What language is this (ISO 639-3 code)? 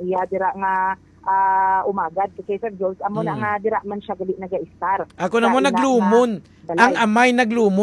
hil